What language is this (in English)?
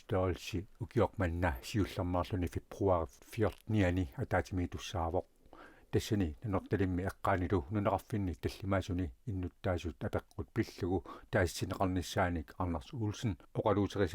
Kalaallisut